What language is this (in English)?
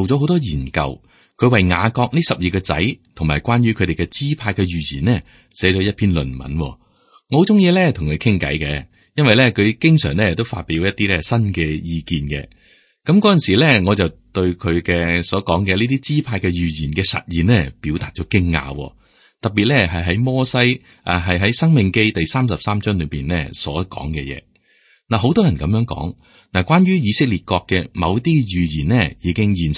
Cantonese